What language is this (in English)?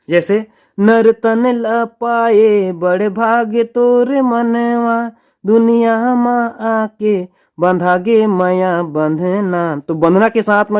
Chhattisgarhi